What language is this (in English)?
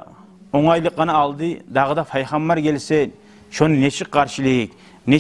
Kumyk